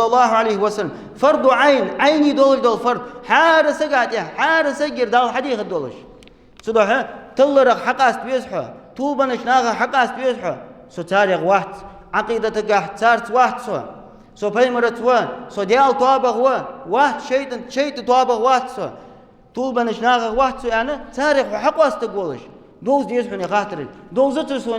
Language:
Ingush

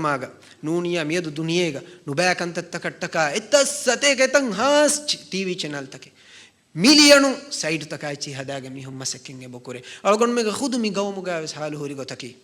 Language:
Divehi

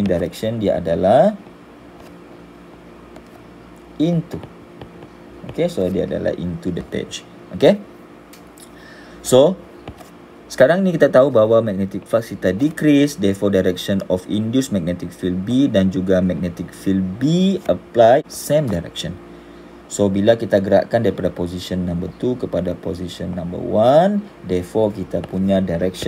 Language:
Malay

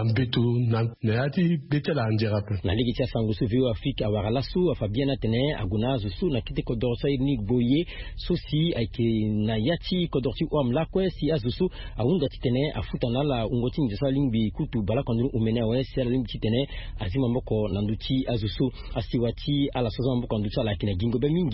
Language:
Sango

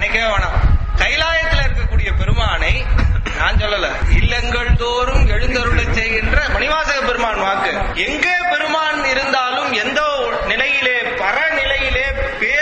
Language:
Tamil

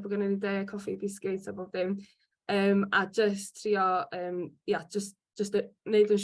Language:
Welsh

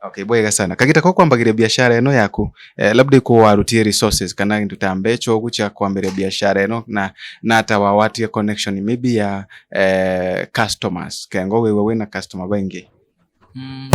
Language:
Meru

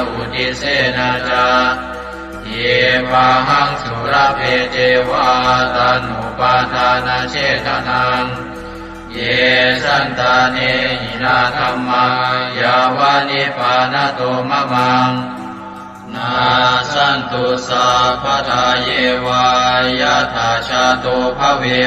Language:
Pali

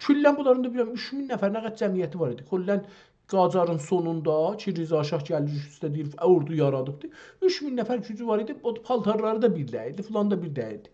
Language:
South Azerbaijani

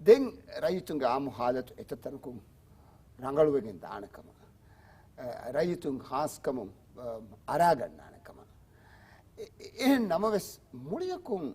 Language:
Divehi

